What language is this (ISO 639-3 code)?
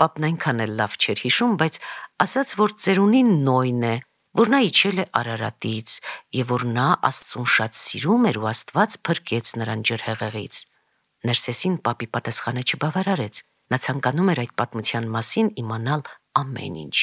hye